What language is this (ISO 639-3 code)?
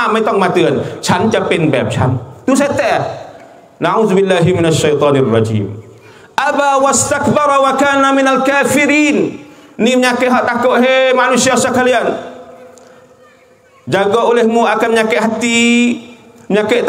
msa